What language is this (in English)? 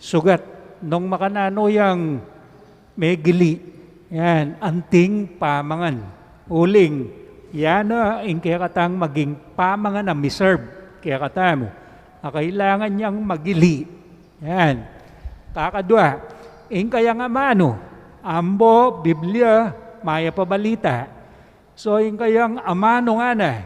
Pampanga